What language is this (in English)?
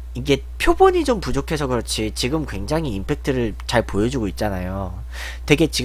Korean